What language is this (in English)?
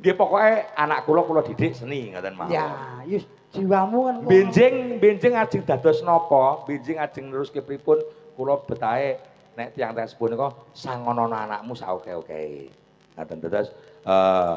Javanese